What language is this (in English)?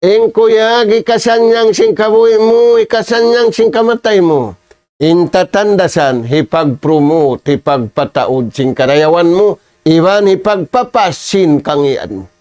Tausug